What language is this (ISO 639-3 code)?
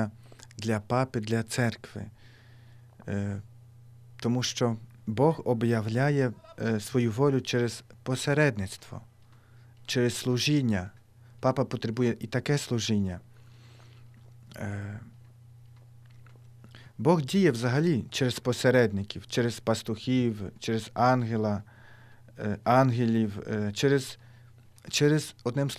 ukr